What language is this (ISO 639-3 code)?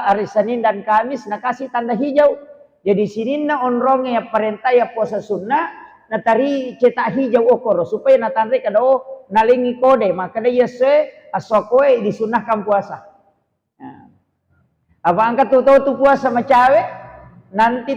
bug